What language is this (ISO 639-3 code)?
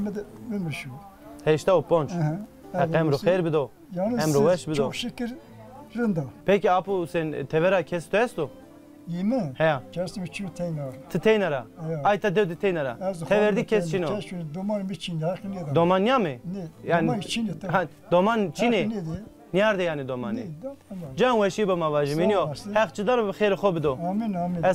zza